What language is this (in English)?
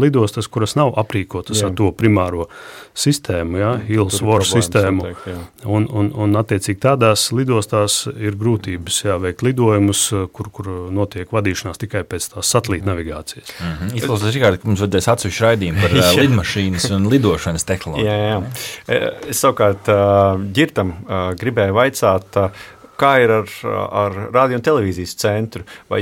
Latvian